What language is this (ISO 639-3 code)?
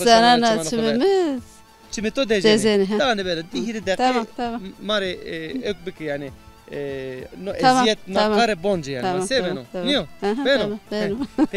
zza